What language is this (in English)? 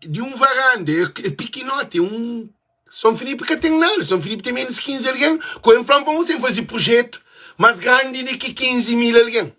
Kabuverdianu